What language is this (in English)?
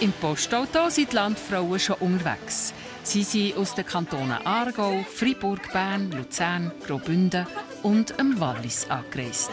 Swiss German